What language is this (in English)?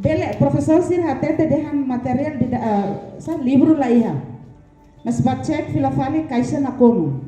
Tetum